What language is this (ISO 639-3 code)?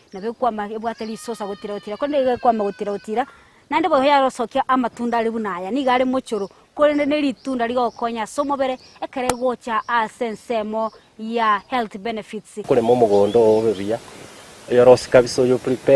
guz